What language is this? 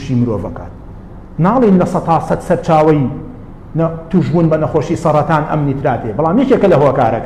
Central Kurdish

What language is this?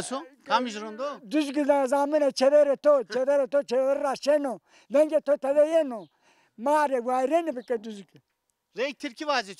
Zaza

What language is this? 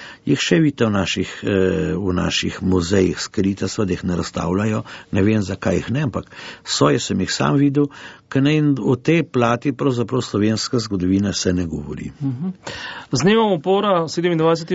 Slovenian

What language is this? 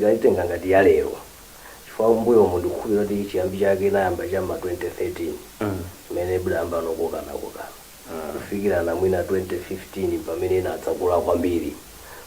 Nyanja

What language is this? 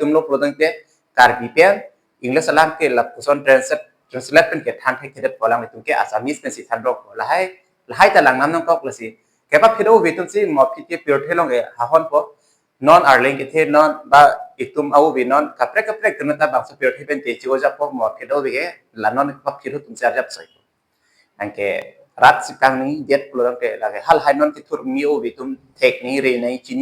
Karbi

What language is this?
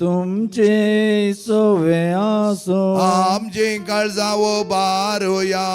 Konkani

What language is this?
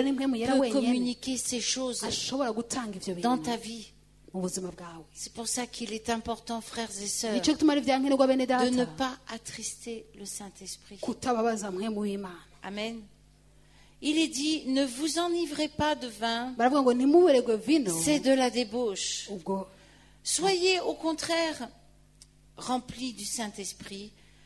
Kinyarwanda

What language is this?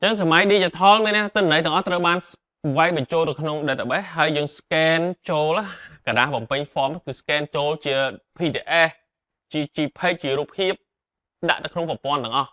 Khmer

